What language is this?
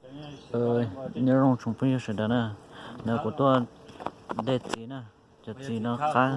Hmong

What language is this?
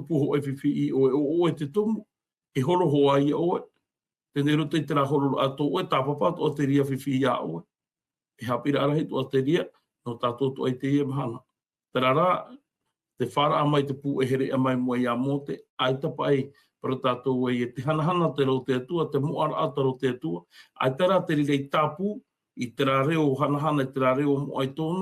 Tahitian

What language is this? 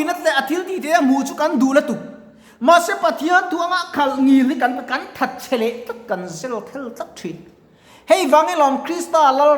Mizo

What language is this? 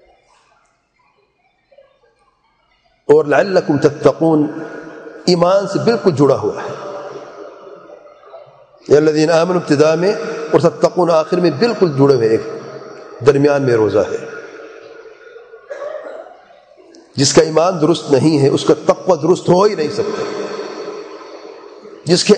Urdu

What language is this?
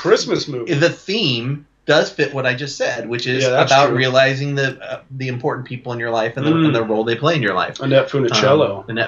English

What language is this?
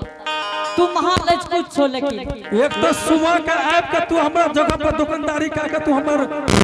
Angika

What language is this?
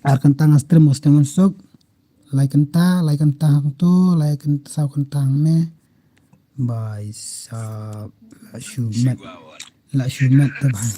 Khasi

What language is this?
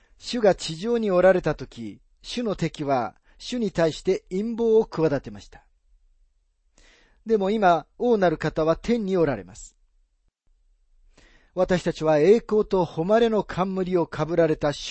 Japanese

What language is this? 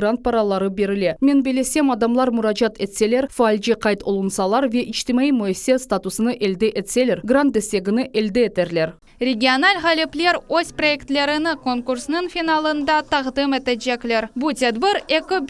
Crimean Tatar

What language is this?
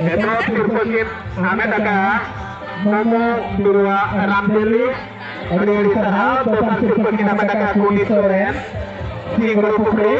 Santali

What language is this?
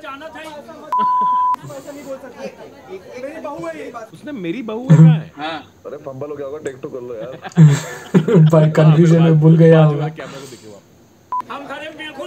Hindi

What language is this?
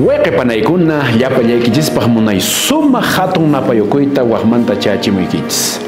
Quechua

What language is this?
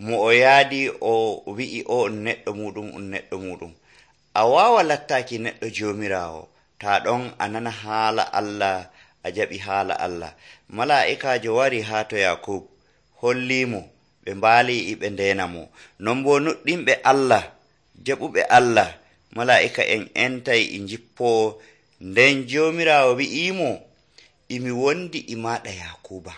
Nigerian Fulfulde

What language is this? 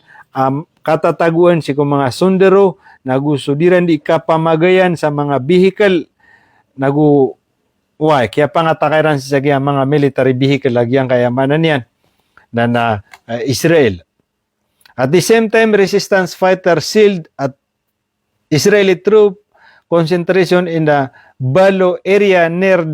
Maranao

